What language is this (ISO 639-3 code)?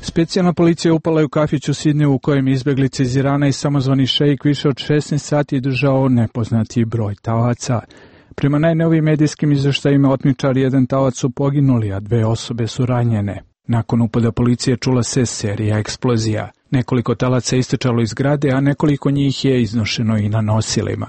hrv